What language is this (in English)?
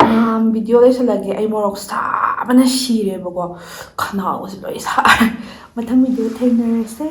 Manipuri